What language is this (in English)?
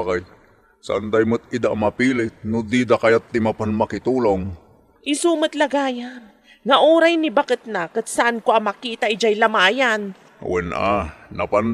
Iloko